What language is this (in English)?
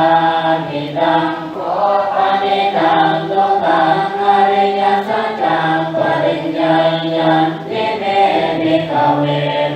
Pali